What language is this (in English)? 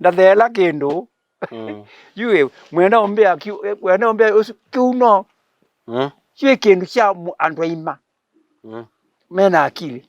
Kamba